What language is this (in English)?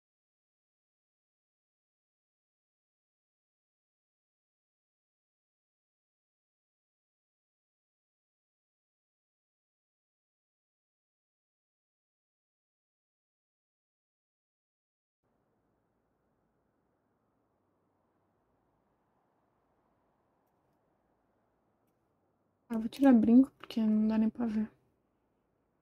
Portuguese